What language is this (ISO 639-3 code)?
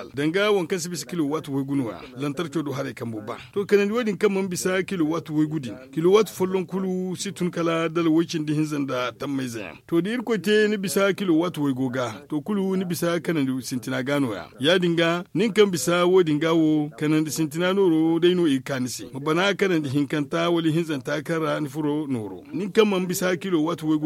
dje